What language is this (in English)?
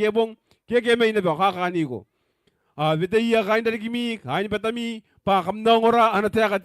Gilbertese